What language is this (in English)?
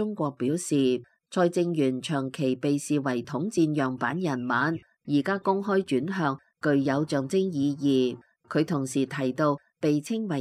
Cantonese